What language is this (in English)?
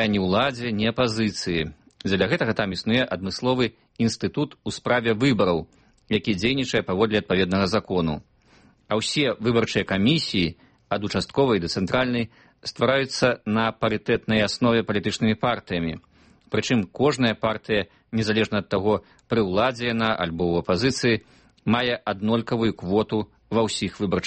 Belarusian